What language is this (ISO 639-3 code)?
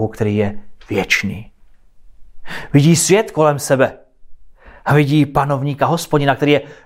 ces